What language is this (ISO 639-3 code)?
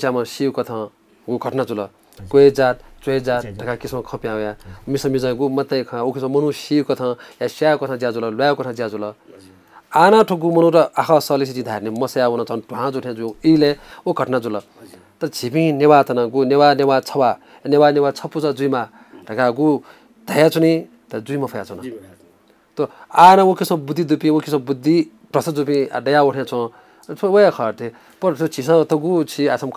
new